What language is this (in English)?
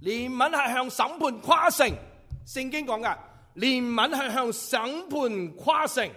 Cantonese